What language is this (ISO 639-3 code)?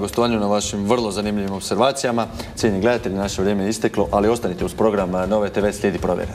hrv